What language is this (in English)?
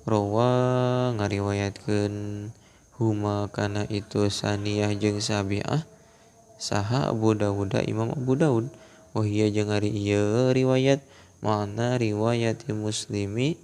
Sundanese